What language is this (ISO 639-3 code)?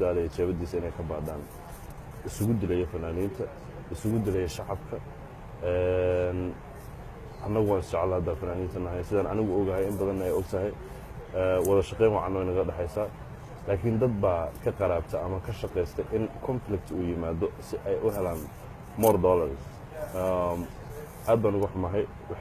som